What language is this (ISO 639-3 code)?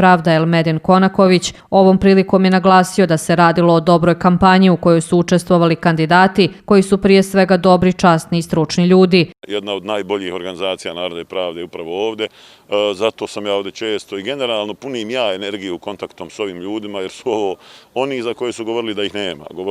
bos